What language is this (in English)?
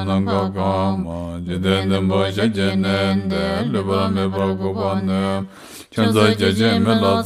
Tibetan